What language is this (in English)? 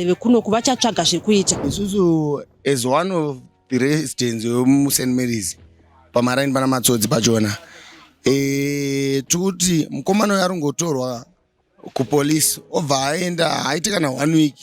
Shona